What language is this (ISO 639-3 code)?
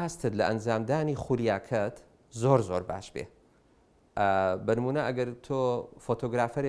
ckb